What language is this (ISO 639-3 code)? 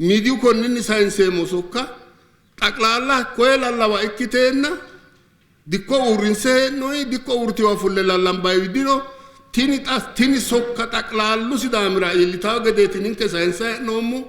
sid